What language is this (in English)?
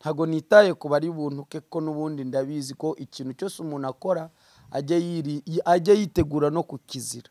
Kinyarwanda